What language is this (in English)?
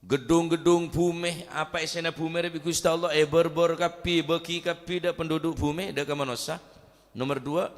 Madurese